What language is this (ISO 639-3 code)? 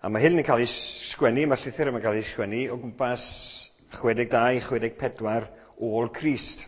cym